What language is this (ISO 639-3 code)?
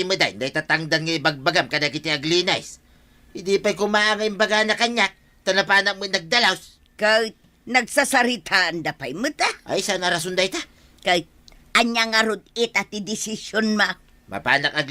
ilo